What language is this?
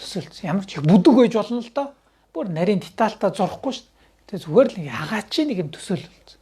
Mongolian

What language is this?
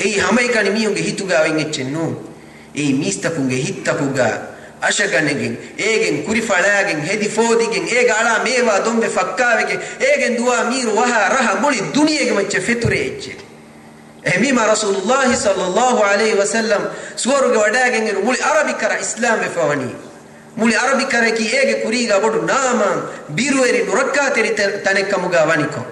Divehi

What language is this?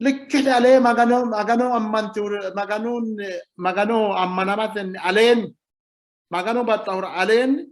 Sidamo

